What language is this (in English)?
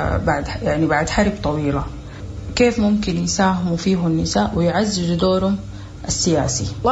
Sudanese Arabic